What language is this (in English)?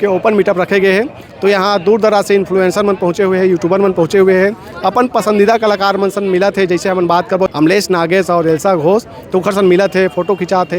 Chhattisgarhi